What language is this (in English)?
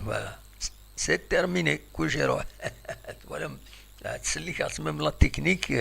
Kabyle